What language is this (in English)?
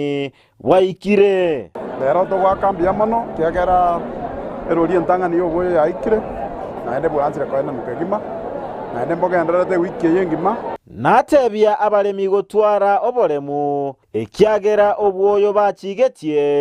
Gusii